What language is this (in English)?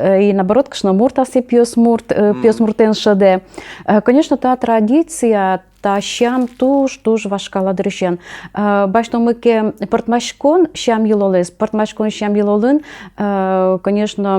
Udmurt